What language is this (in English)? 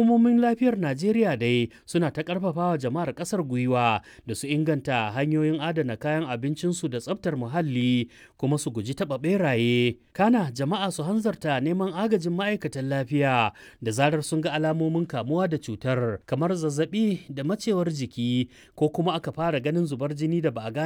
Hausa